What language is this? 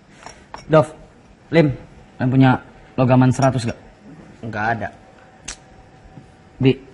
Indonesian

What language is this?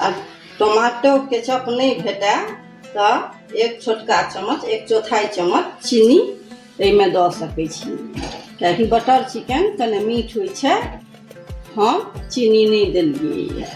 Maithili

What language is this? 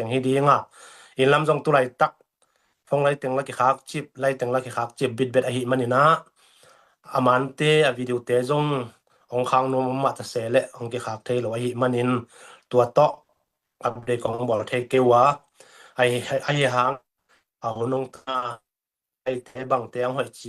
Tedim Chin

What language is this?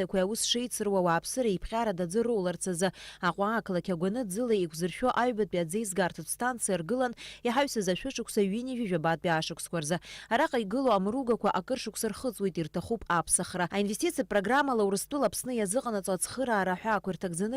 Abkhazian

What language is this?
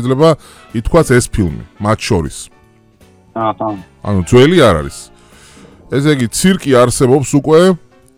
Georgian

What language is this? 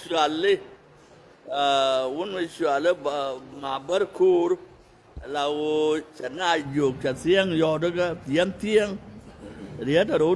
Nuer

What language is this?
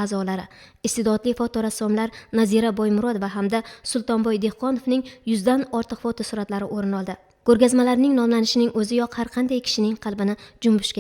Uzbek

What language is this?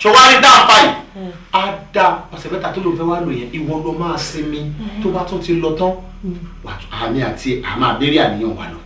Yoruba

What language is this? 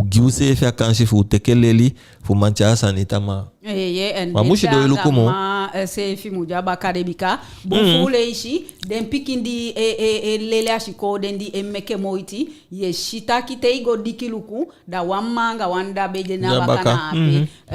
Eastern Maroon Creole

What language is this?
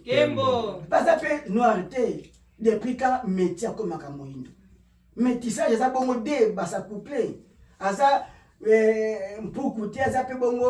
Lingala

